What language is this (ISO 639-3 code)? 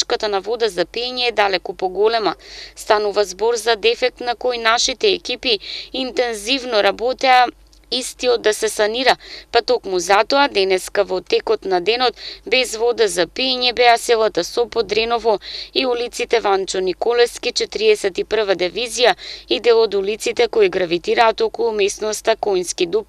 mkd